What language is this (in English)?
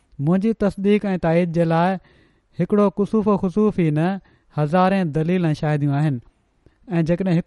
Sindhi